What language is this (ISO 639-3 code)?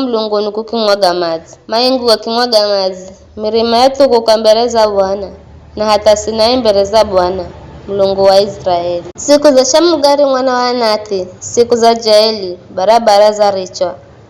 nyf